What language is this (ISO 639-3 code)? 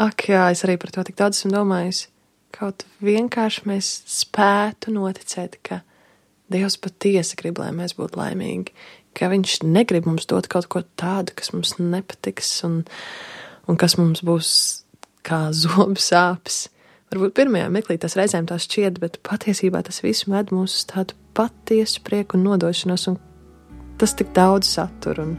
lav